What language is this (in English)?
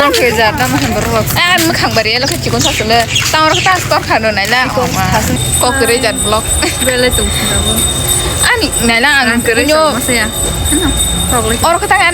Kok Borok